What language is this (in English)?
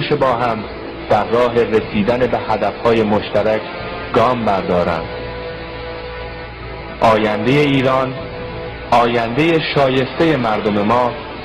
Persian